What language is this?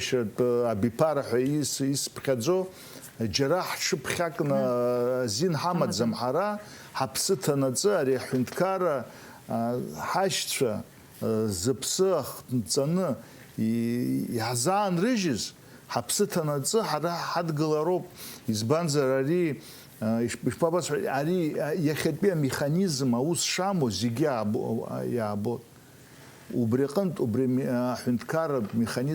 Abkhazian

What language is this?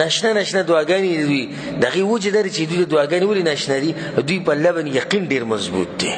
Pashto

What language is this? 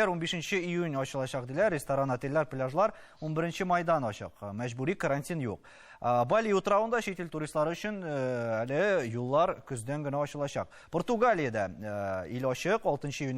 Tatar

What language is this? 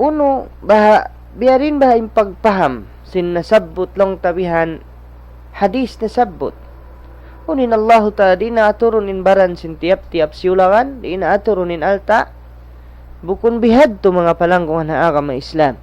Tausug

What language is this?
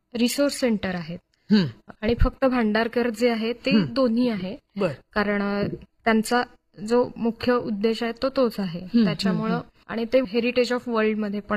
Marathi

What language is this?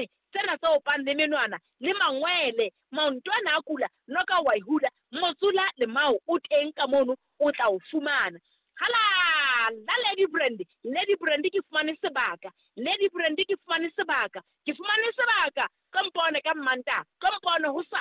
Southern Sotho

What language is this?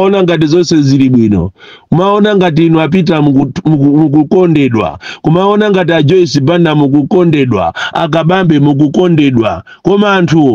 Nyanja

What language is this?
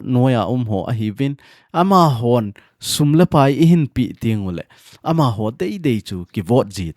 Thado Chin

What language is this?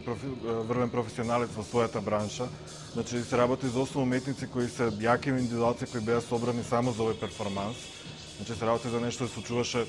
Macedonian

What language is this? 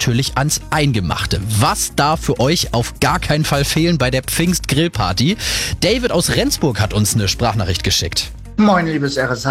German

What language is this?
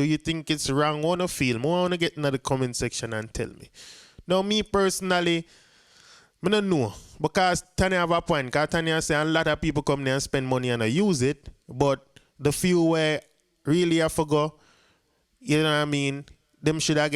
Jamaican Creole English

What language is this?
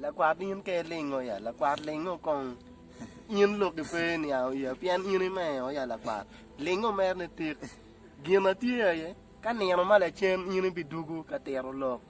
Acoli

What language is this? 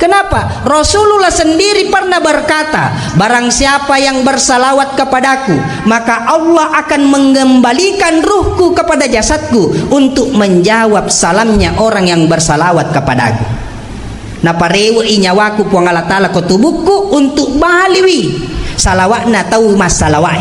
Buginese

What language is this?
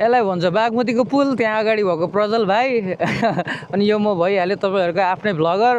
Nepali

